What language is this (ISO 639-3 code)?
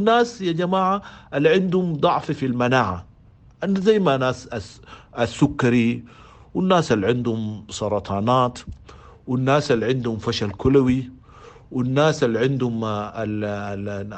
apd